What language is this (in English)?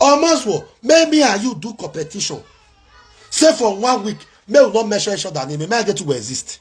Nigerian Pidgin